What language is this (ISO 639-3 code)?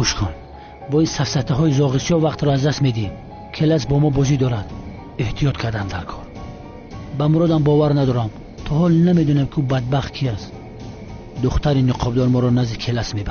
tgk